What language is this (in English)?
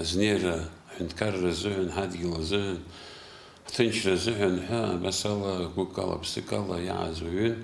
Abkhazian